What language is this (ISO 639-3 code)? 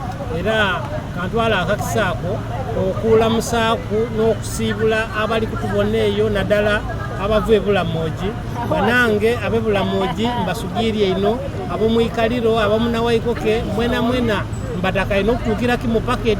xog